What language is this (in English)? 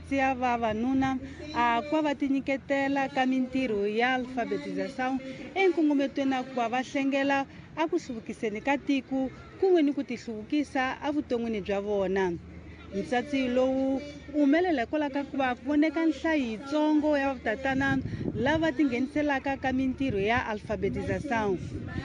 Tsonga